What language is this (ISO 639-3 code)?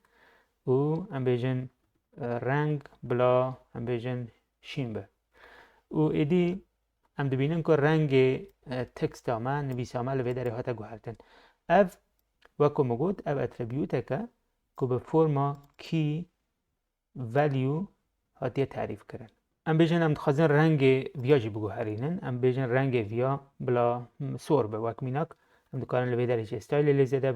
kur